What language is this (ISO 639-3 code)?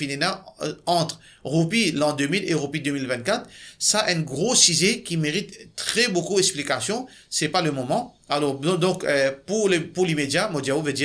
mfe